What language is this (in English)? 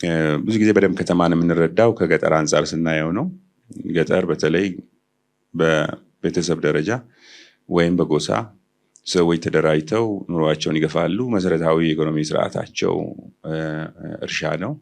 Amharic